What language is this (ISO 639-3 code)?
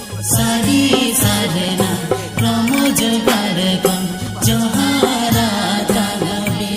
sat